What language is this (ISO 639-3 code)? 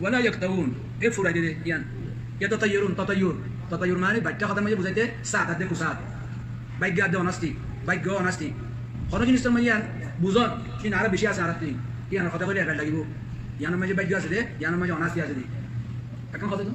rhg